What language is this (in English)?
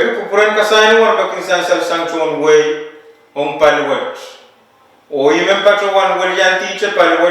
Pohnpeian